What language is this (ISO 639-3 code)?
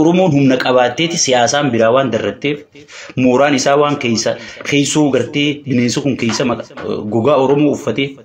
orm